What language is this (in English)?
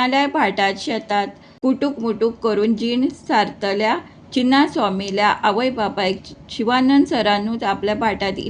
Konkani